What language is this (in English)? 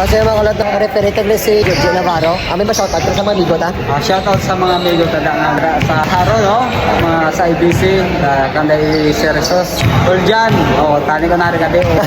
Hiligaynon